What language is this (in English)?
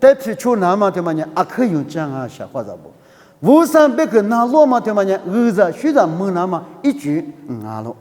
Lisu